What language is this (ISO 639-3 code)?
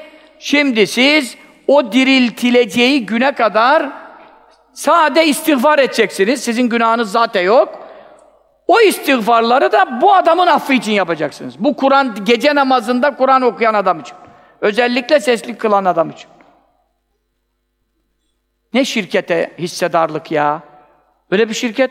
tur